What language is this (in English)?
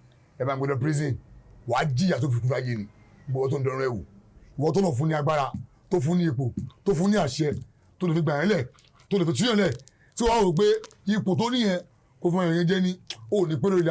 Yoruba